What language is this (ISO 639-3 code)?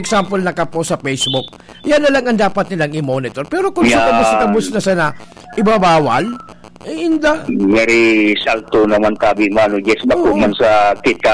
bik